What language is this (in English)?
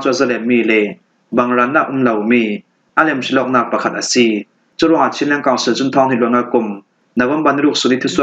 Falam Chin